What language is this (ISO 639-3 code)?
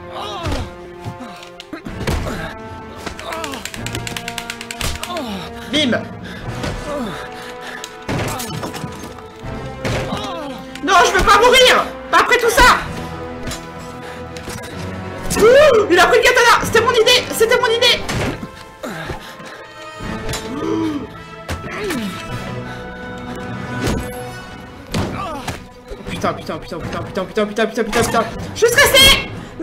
fra